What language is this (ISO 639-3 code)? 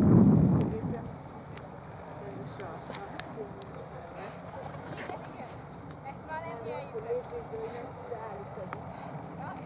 hun